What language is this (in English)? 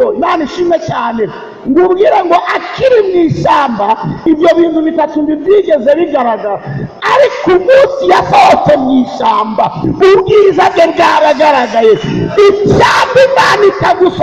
Kinyarwanda